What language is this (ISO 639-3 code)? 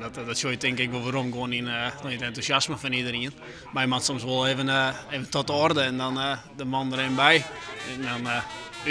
fry